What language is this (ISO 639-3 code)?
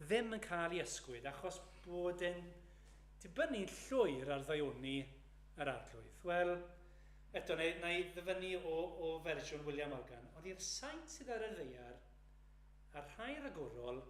cym